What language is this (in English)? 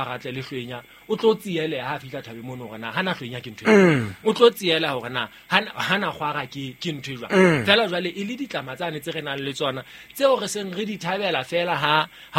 Southern Sotho